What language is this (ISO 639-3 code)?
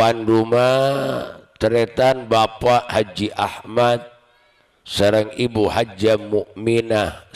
mad